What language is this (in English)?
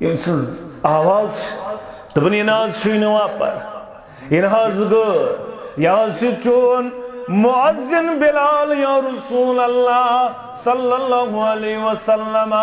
Kashmiri